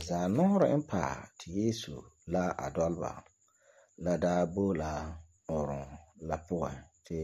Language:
Frafra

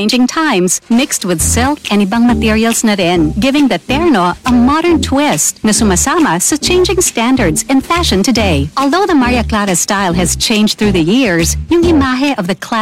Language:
Filipino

